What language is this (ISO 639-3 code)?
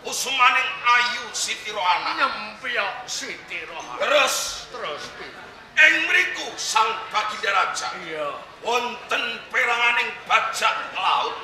jav